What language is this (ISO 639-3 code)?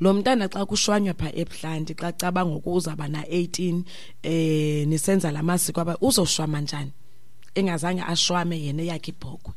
xho